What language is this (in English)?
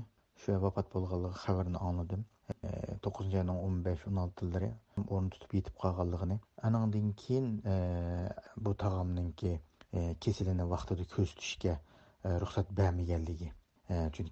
Uyghur